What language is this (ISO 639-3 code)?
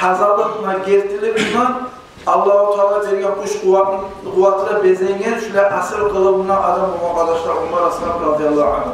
kum